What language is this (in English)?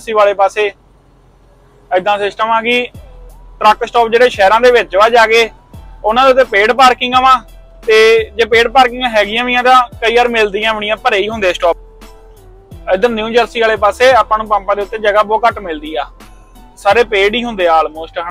Punjabi